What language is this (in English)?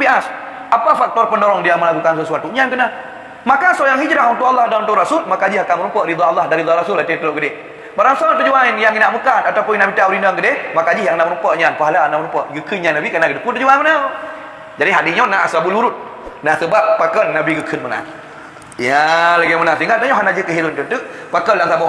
Achinese